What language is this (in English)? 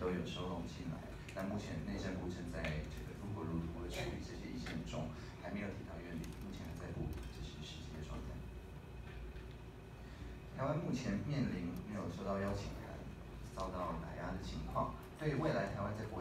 Chinese